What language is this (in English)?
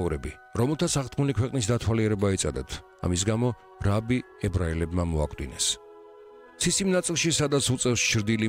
Georgian